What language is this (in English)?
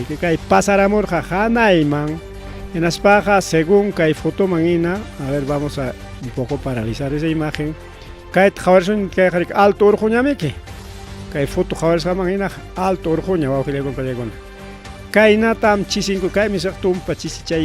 Ayacucho Quechua